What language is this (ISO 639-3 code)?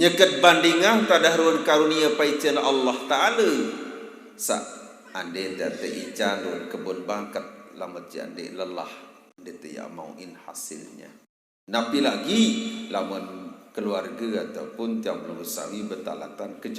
sas